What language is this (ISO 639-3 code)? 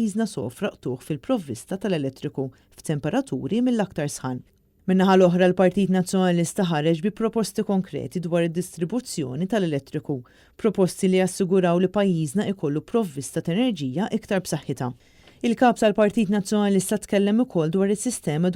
mlt